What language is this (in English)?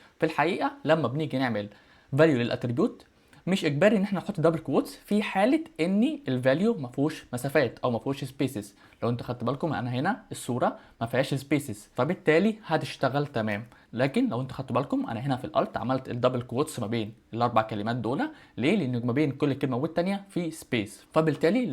Egyptian Arabic